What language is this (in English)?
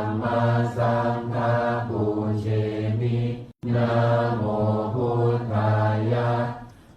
Pali